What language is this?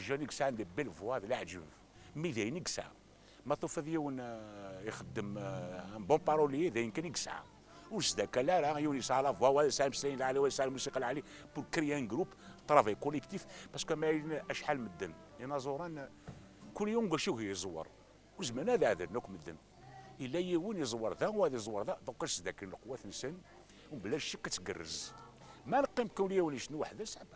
Kabyle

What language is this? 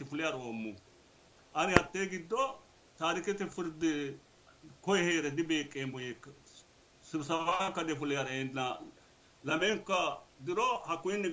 Sidamo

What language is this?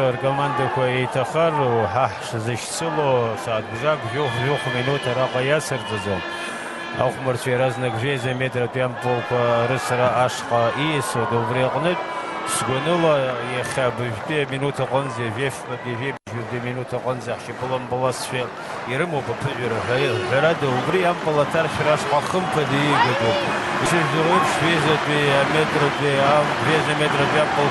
Abkhazian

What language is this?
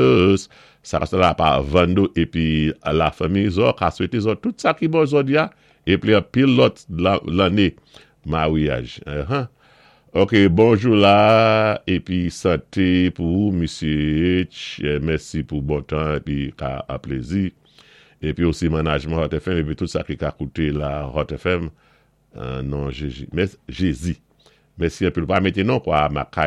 Saint Lucian Creole French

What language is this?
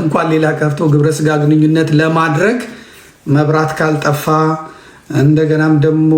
Amharic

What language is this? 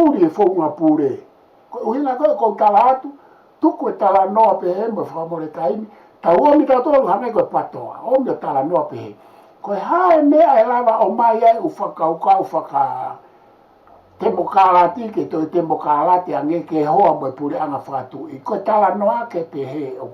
Tongan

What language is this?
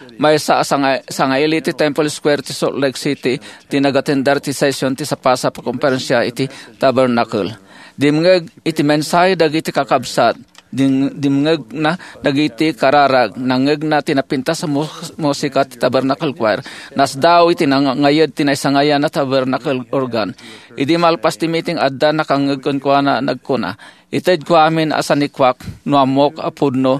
Iloko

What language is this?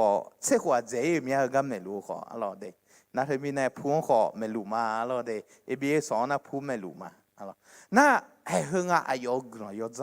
Akha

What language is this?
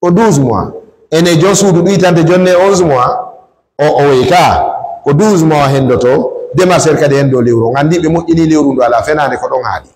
Fula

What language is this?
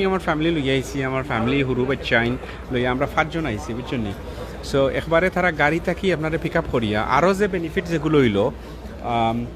Sylheti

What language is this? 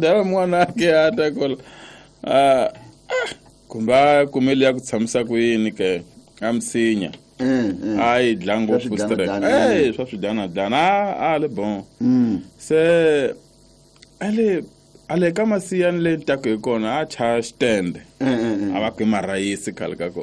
Tsonga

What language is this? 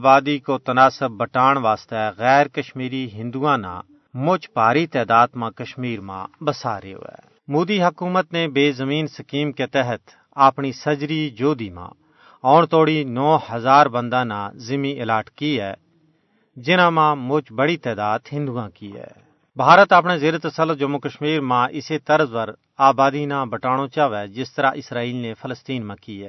Gujari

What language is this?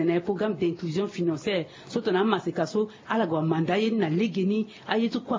Sango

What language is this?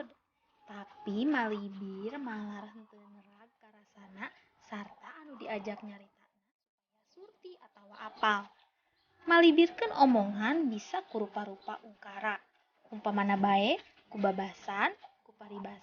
Sundanese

